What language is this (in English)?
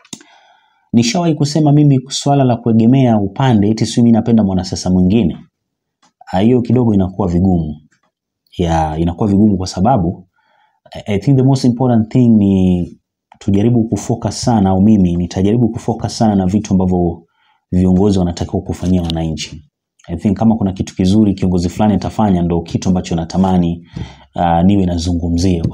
Swahili